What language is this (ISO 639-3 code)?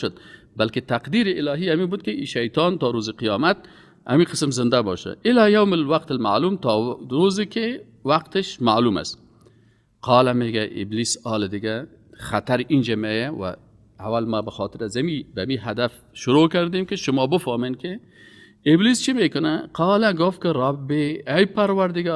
fas